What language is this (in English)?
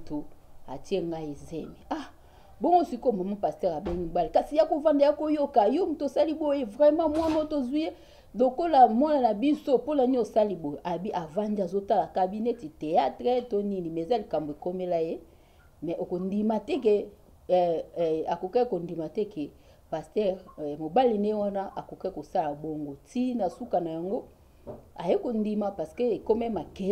Lingala